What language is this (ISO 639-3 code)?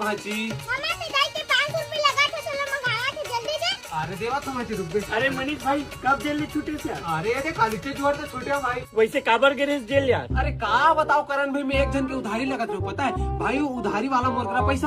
hne